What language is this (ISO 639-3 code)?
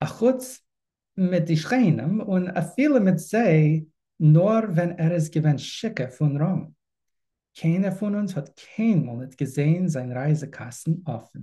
yid